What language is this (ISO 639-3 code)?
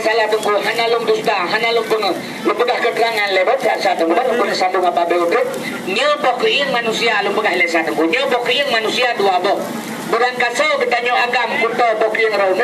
ace